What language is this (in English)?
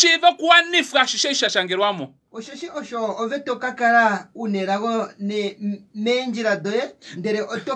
Kuanyama